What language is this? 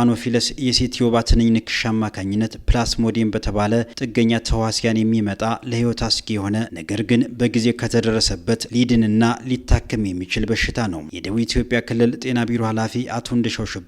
Amharic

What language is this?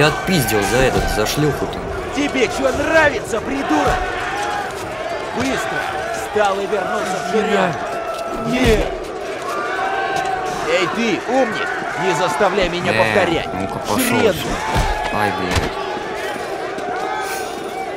Russian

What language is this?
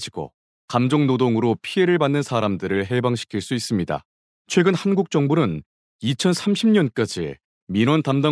Korean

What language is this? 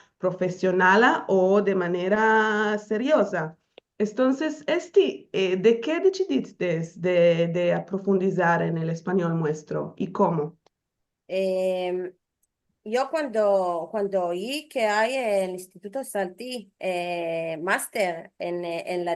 Ladino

